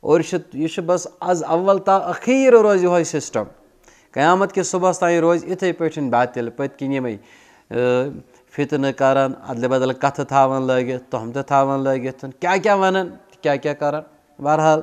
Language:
Kashmiri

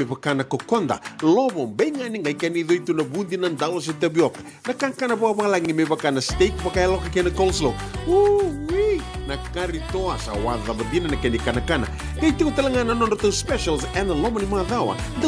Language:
Fijian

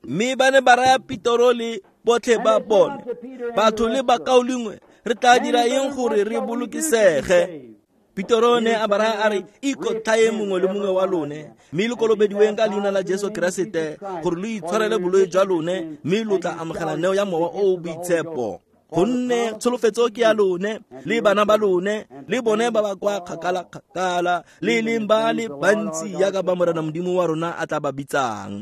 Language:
Tswana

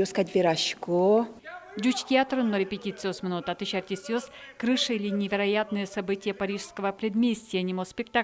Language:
Udmurt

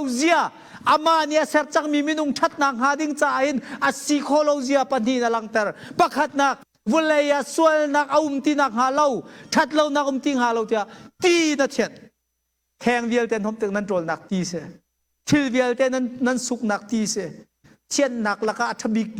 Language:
Hakha Chin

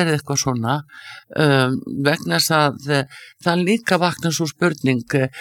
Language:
Icelandic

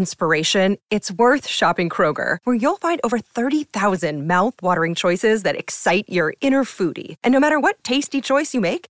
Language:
English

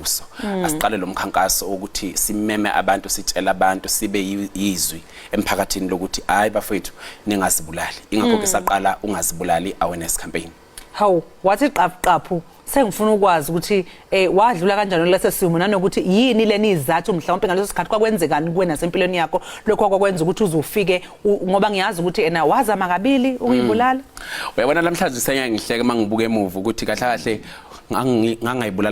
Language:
Zulu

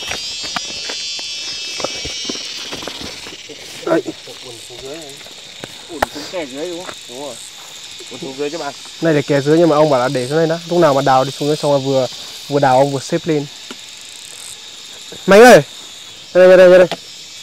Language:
Vietnamese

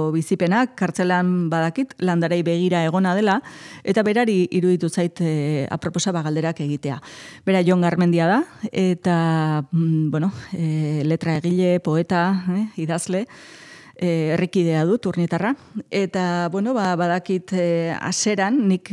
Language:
Basque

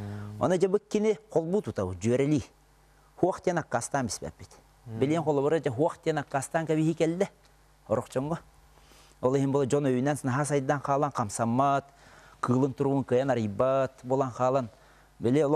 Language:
Yakut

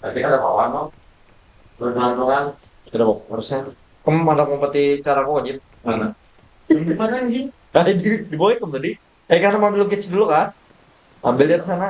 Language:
Banjar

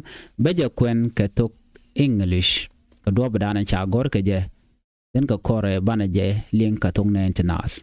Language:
Nuer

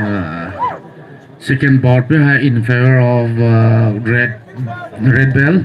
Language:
Poumei Naga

